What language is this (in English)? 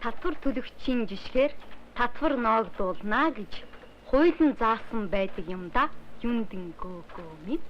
Mongolian